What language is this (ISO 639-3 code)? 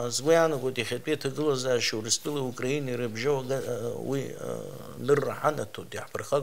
abk